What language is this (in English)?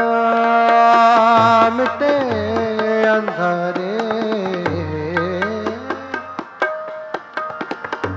Punjabi